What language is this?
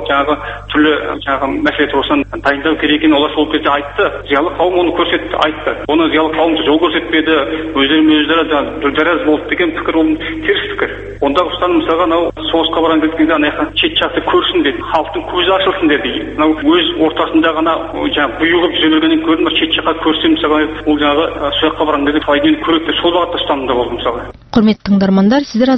Kazakh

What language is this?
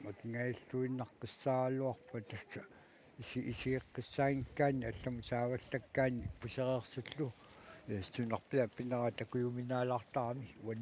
Kalaallisut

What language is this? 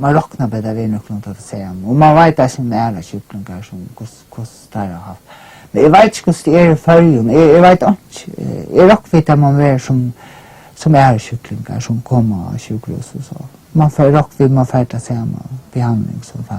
Faroese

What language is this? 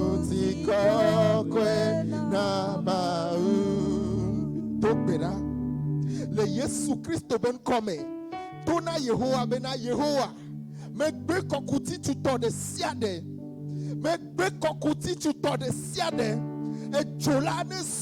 Ewe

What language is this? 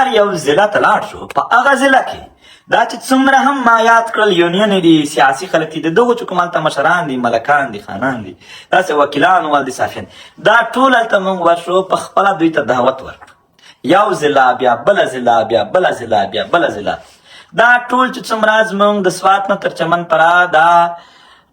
Pashto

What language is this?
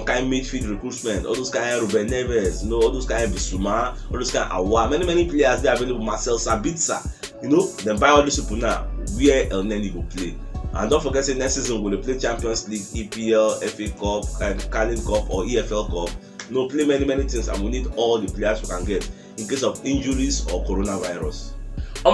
Nigerian Pidgin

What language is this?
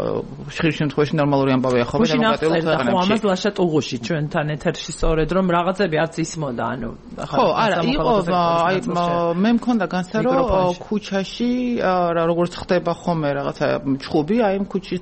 Georgian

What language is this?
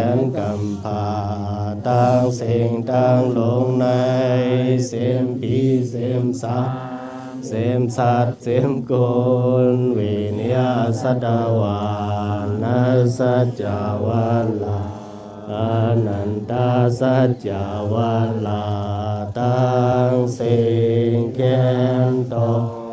Shan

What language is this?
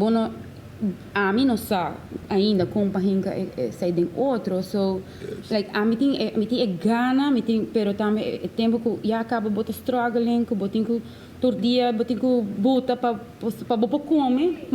Papiamento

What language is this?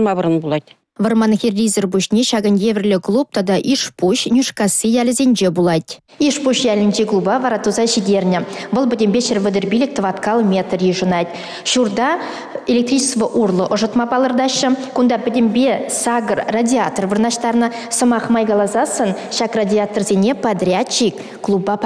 Chuvash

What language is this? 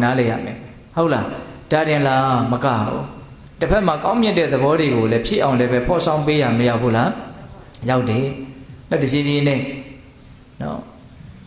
Burmese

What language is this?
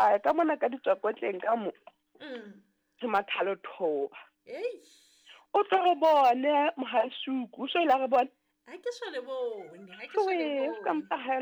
Southern Sotho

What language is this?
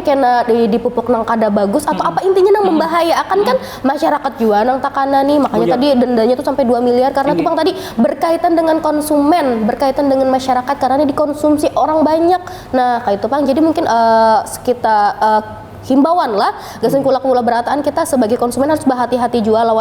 Banjar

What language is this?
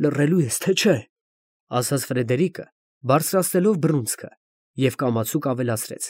Armenian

